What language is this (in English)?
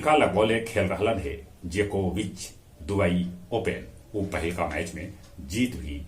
Magahi